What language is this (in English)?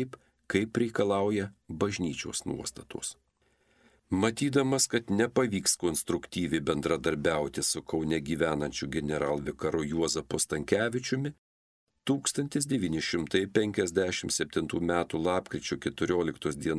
Lithuanian